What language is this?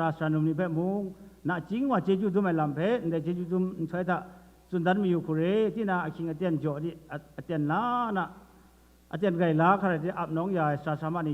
Kachin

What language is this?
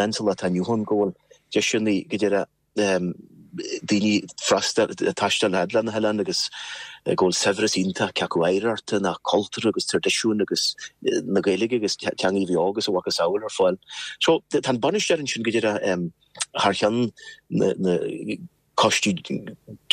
Irish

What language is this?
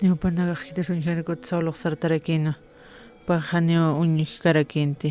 Aymara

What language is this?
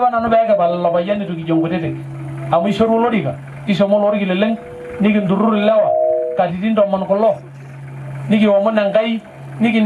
Masai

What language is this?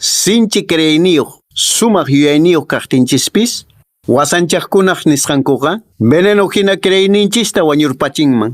Quechua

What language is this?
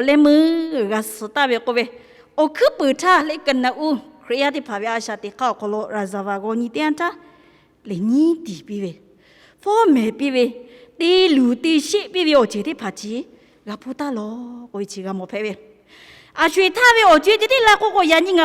Lahu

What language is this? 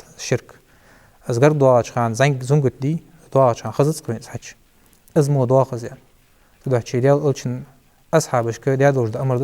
Ingush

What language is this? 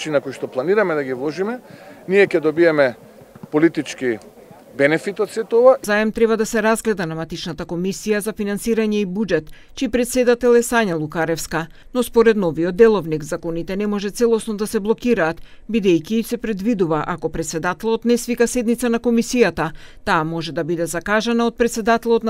Macedonian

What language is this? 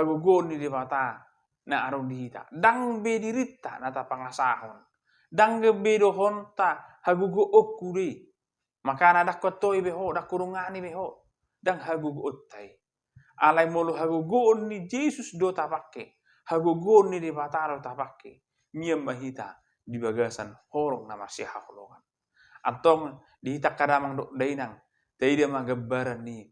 Batak Toba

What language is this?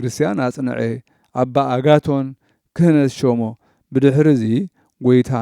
Tigrinya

